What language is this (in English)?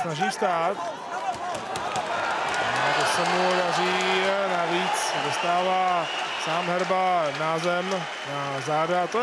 Czech